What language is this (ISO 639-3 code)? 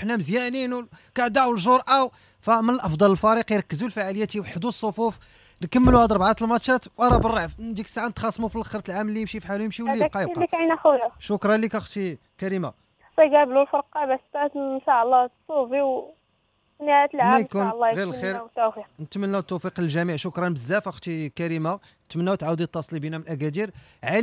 ary